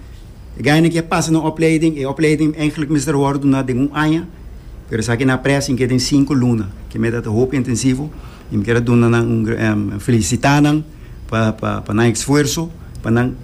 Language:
Portuguese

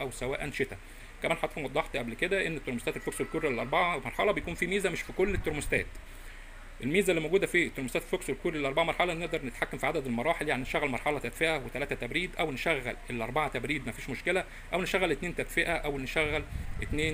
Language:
Egyptian Arabic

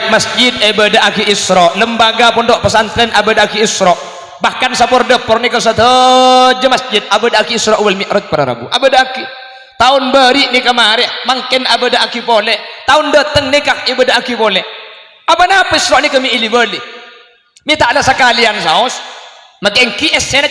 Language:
Madurese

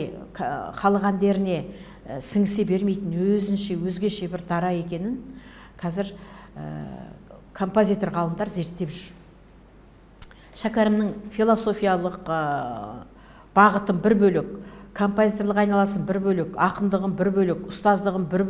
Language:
Kazakh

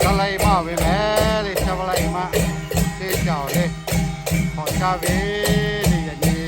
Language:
Lahu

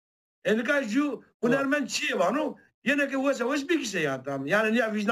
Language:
Zaza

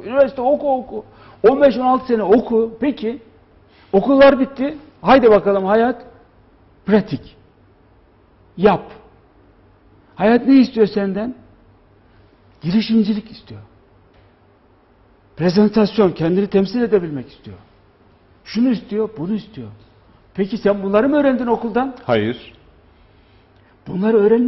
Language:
Turkish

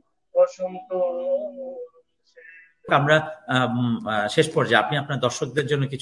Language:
Bangla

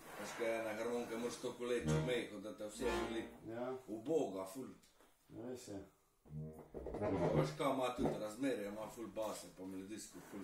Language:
Slovenian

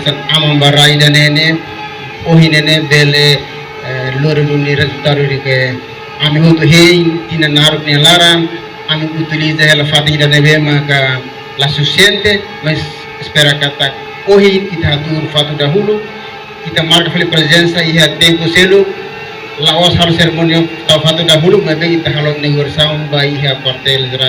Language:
Tetum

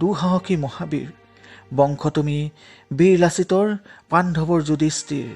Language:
Assamese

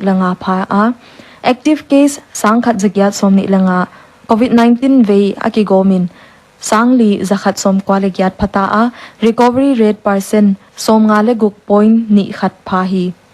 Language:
Paite Chin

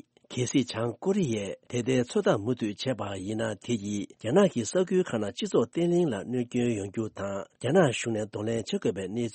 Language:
Tibetan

